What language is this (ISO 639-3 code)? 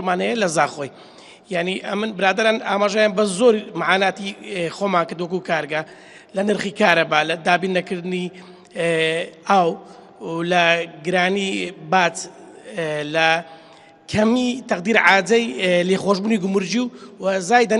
ckb